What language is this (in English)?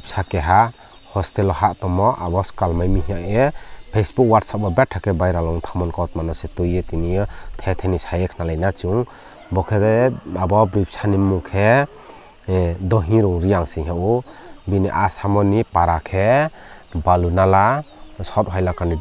Riang (India)